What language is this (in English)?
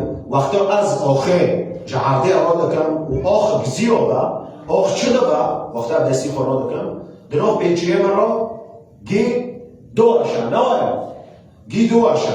Kurdish